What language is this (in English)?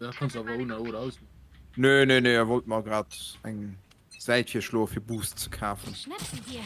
Luxembourgish